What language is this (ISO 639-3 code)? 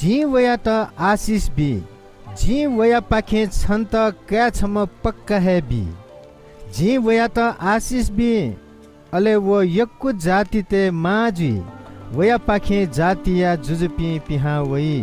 new